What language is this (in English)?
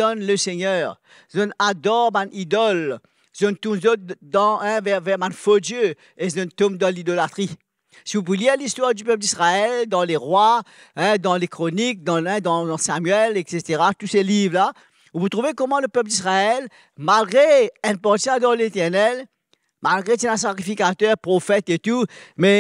Morisyen